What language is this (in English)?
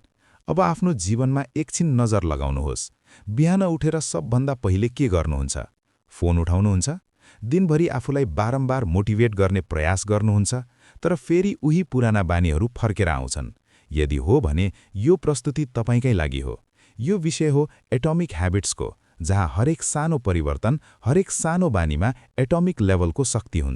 Nepali